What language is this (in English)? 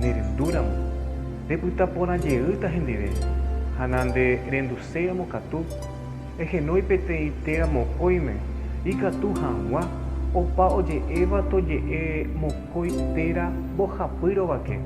Guarani